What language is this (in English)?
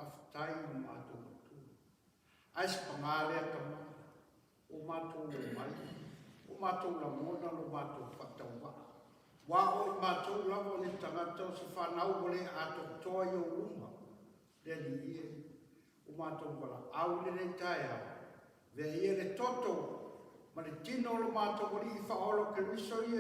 Samoan